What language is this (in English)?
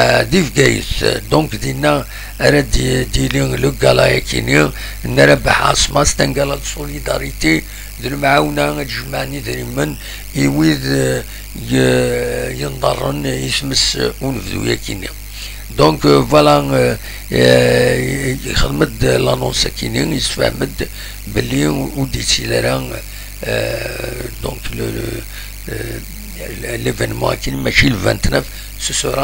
Kabyle